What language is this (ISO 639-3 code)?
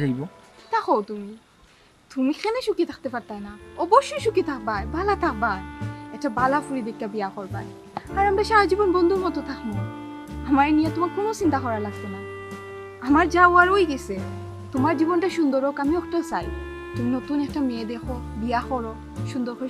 syl